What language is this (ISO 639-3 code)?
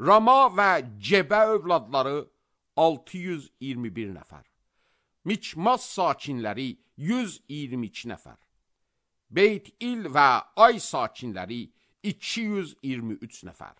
aze